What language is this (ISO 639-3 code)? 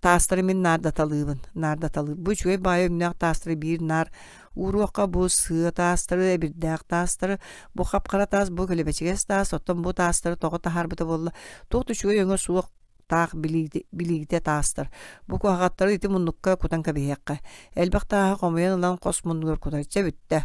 sah